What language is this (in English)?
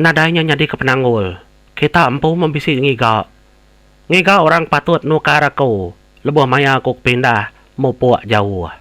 Iban